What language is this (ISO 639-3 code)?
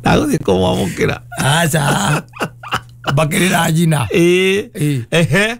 kik